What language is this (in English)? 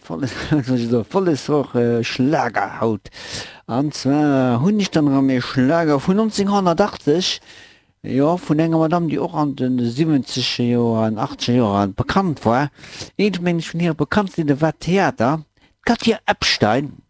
Luxembourgish